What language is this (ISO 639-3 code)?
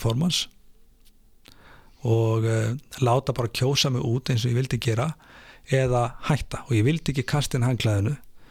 isl